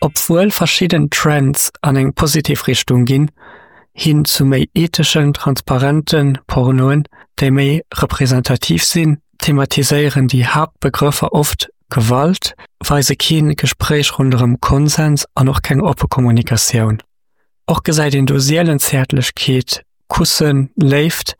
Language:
Luxembourgish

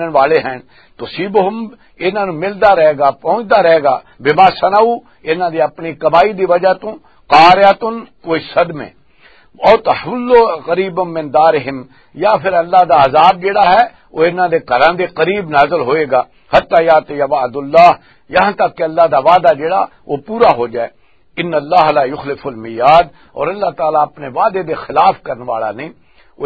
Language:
Western Panjabi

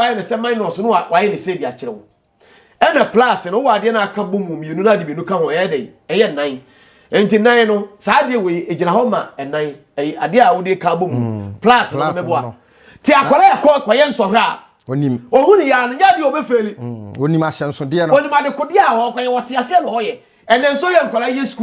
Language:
Akan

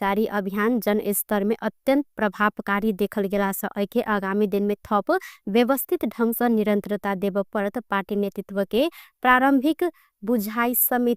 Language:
Maithili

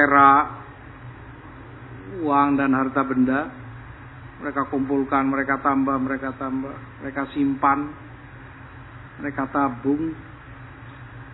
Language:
Indonesian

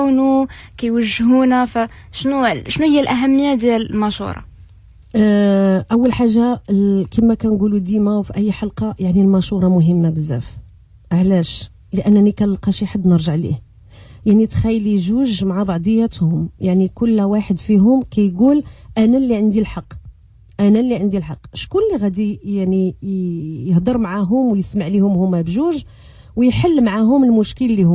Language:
Moroccan Arabic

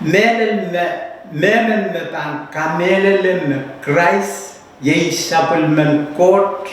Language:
Pohnpeian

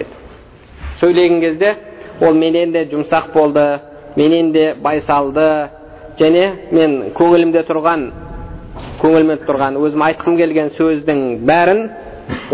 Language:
Kazakh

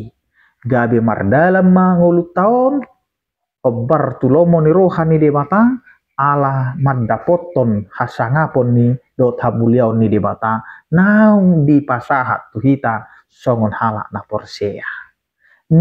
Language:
Batak Toba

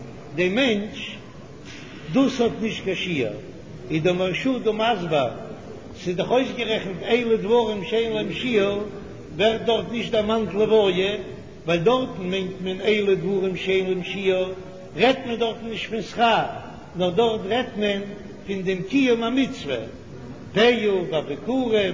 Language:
Yiddish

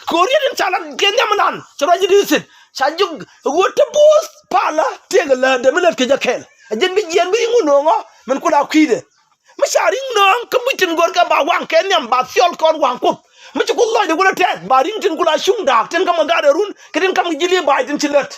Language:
Nuer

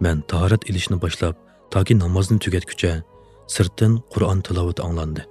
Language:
Uyghur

